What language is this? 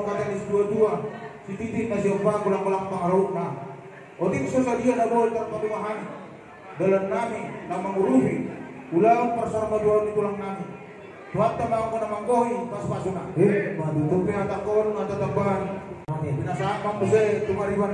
Batak Toba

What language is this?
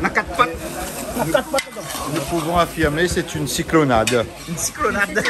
Réunion Creole French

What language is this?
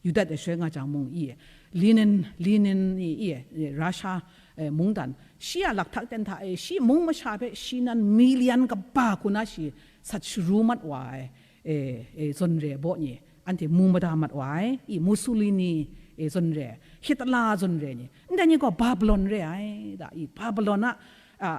Kachin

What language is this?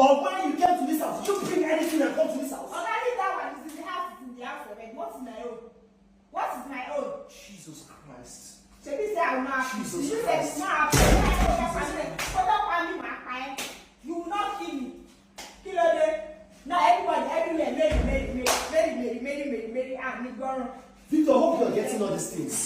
Nigerian Pidgin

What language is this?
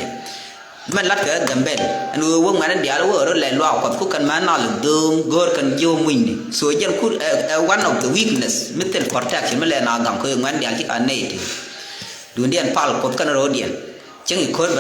Nuer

